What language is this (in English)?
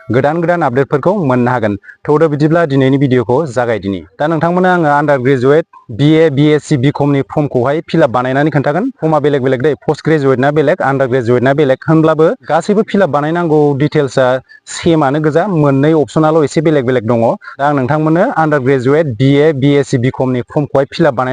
Bodo